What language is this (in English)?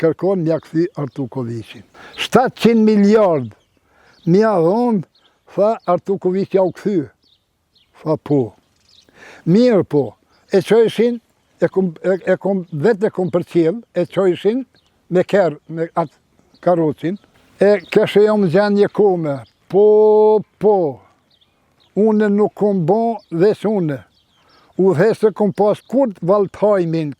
Albanian